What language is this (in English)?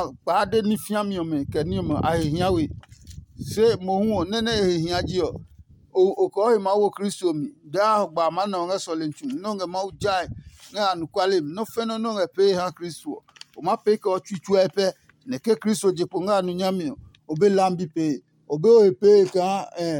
Adangme